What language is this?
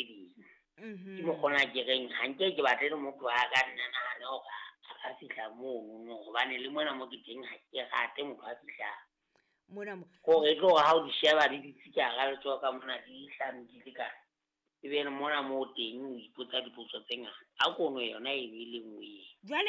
Southern Sotho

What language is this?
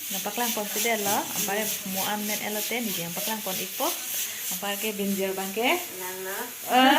Karbi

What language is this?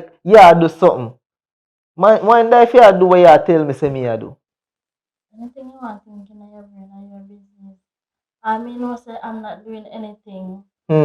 Jamaican Creole English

